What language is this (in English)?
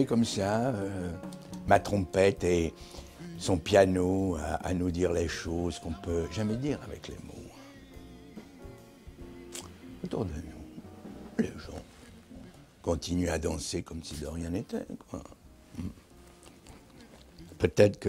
French